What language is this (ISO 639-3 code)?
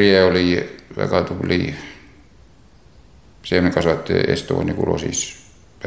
est